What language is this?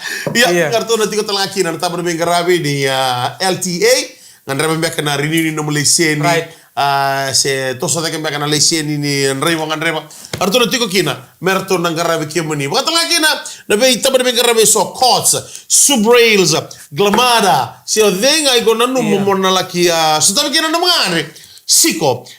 Fijian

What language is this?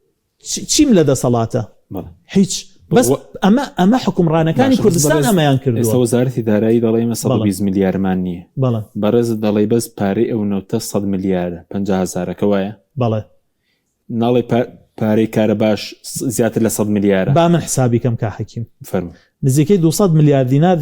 Central Kurdish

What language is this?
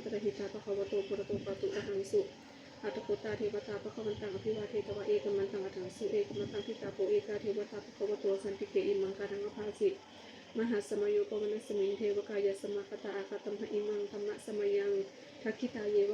Pali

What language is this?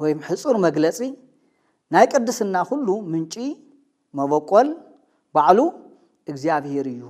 Tigrinya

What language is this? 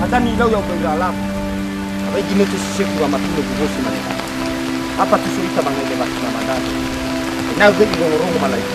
Nias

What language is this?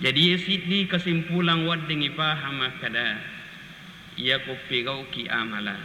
Buginese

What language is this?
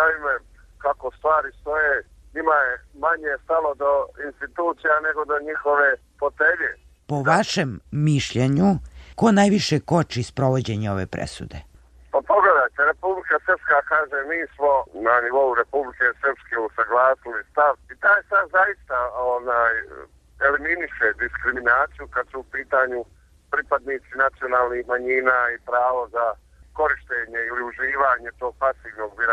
Serbian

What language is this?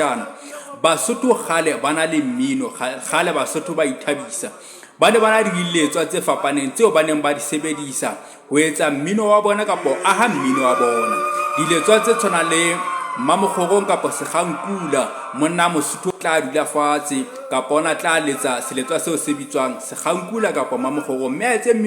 Southern Sotho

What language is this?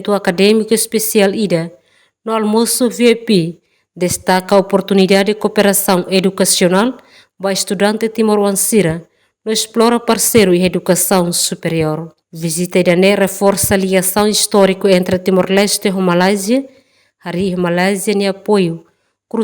Tetum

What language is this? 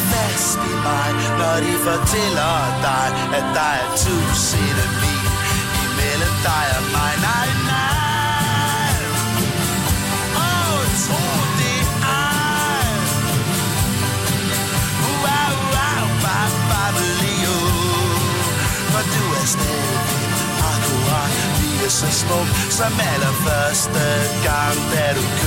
Danish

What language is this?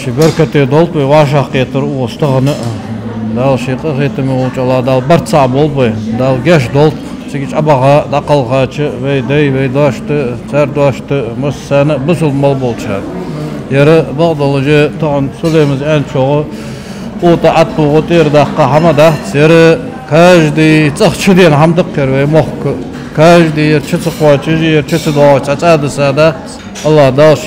Ingush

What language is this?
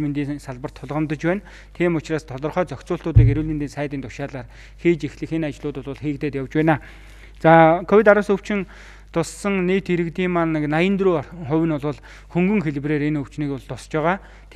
Mongolian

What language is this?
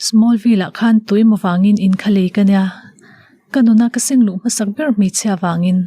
Mizo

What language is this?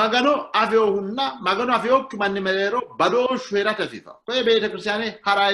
Sidamo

